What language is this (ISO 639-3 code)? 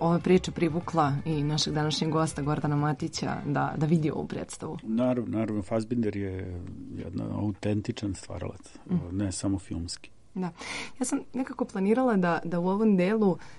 srp